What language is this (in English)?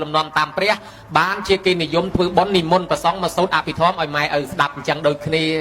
Khmer